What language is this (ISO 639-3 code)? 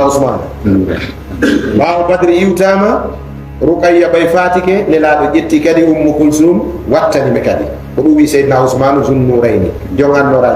ful